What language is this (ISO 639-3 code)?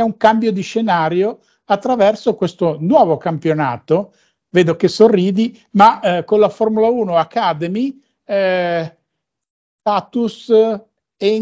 ita